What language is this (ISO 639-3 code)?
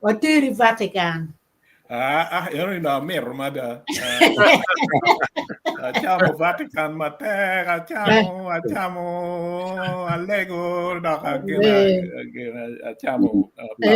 ach